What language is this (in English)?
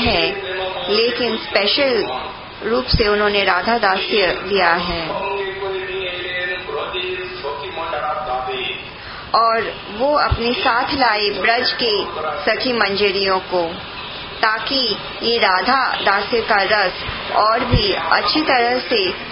Hindi